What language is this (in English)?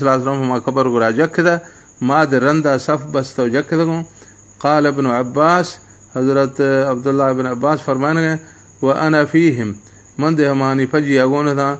Baluchi